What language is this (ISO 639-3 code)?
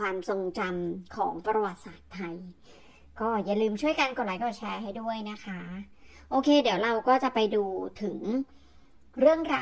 tha